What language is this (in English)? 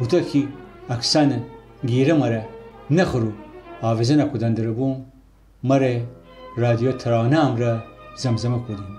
Gilaki